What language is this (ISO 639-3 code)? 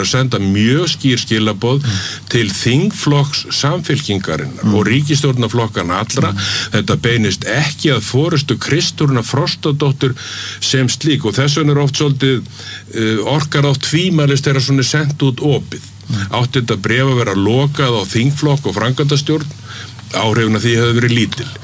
isl